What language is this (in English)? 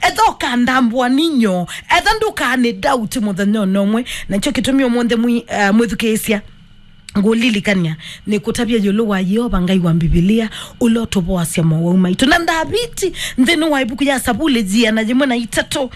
Kamba